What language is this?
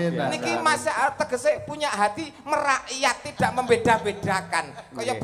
Javanese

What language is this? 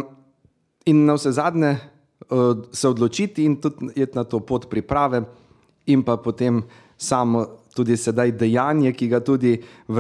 Slovenian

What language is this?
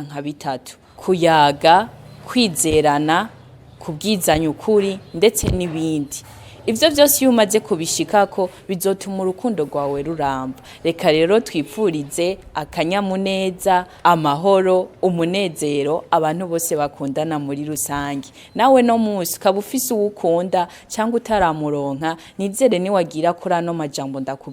Rundi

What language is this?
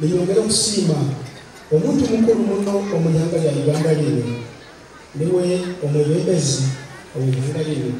Nyankole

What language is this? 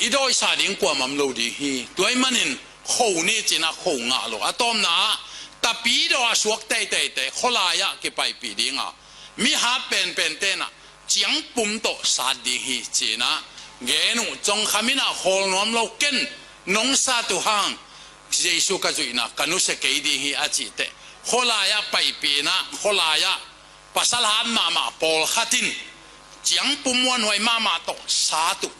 Tedim Chin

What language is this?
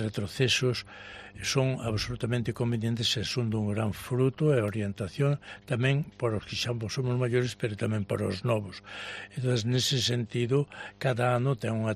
Galician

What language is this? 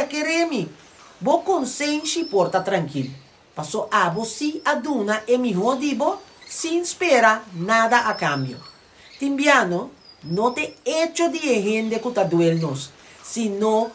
Papiamento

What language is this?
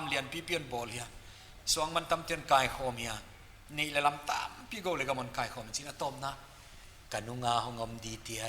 Paite Chin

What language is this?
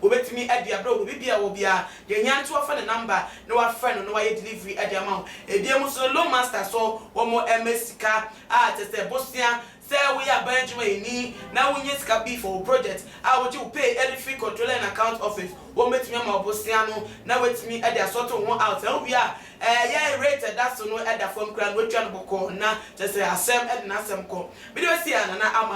Akan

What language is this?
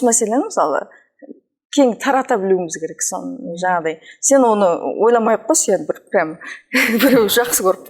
Kazakh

